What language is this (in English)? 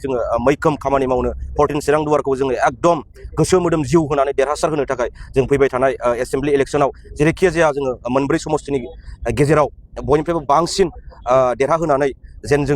Bodo